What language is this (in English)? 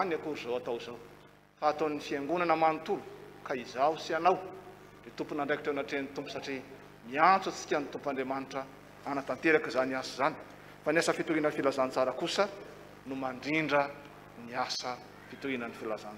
Malagasy